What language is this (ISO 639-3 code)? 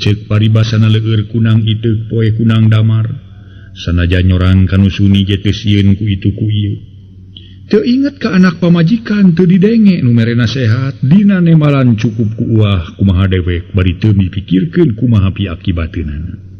sun